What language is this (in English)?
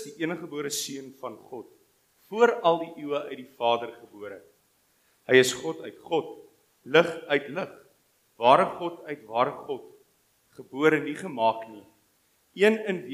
Afrikaans